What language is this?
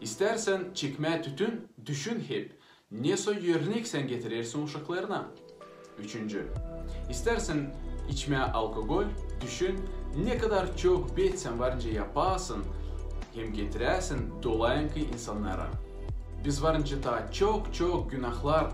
Gagauz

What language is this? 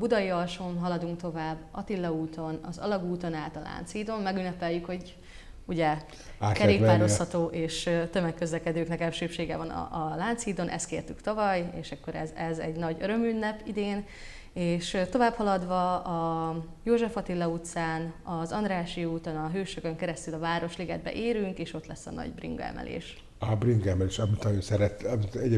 Hungarian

